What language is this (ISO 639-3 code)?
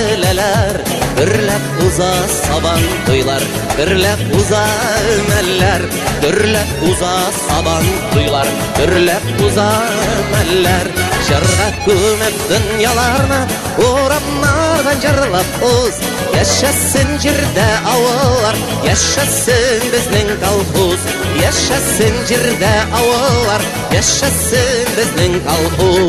bak